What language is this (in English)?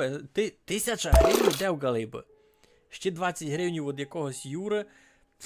Rusyn